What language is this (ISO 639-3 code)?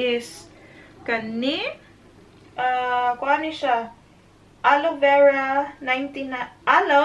ceb